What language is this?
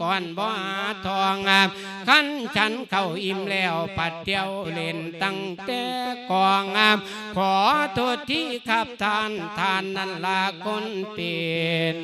Lao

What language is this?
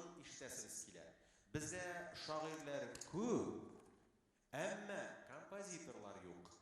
Tatar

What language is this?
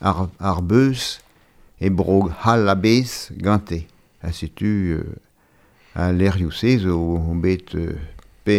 Breton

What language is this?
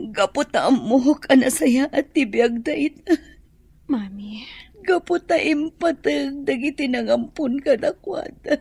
Iloko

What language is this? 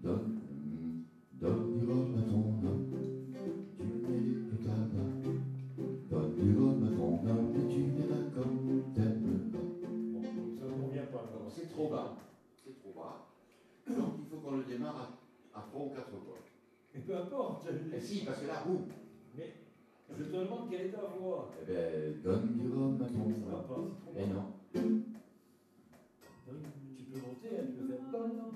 French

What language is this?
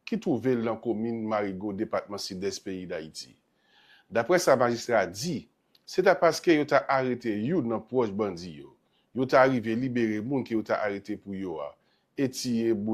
Haitian Creole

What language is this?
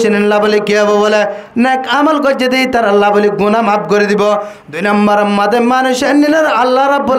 Rohingya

